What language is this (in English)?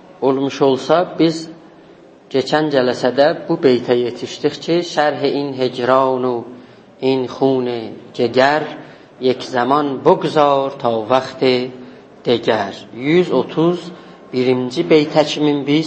South Azerbaijani